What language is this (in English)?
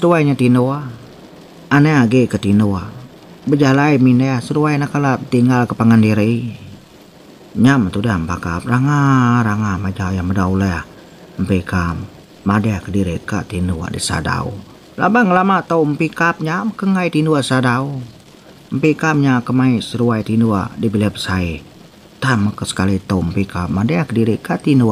Iban